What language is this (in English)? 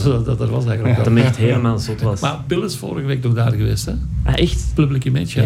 Dutch